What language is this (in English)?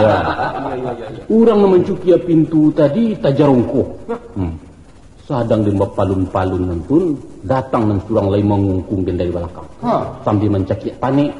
Minangkabau